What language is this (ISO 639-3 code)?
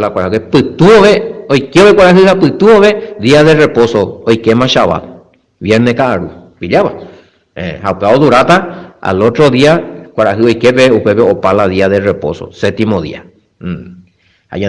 grn